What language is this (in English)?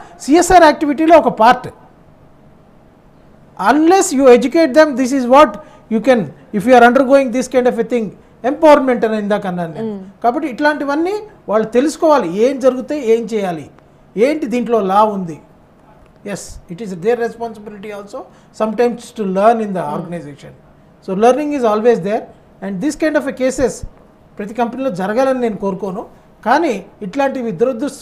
Telugu